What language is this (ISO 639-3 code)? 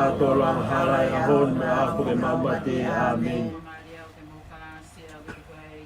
ton